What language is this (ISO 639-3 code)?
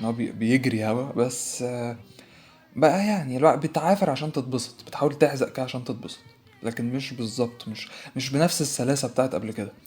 arz